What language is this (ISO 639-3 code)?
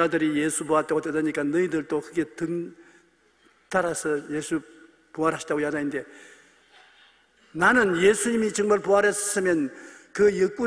kor